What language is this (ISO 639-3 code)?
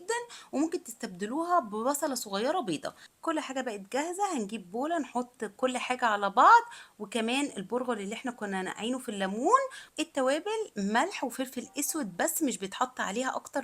arz